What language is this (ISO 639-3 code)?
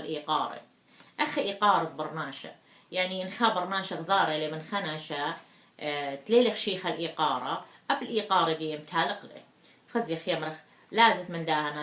aii